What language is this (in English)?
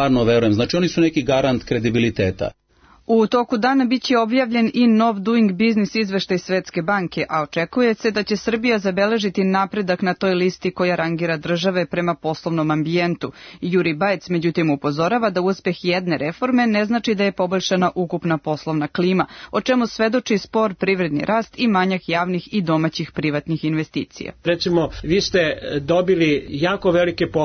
Serbian